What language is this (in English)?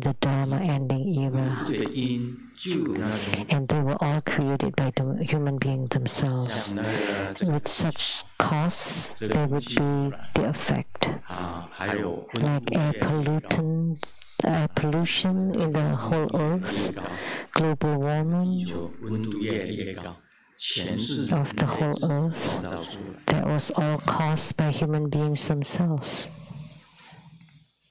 English